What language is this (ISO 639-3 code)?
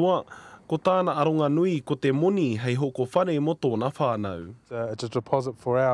mri